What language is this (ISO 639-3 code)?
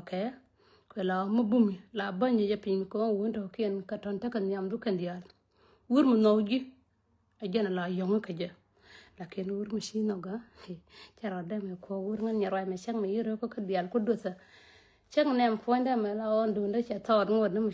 nus